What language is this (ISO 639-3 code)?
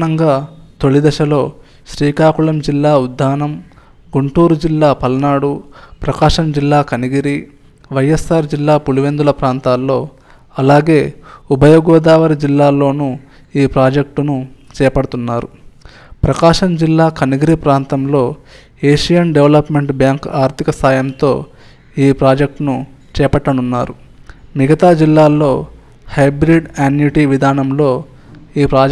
tel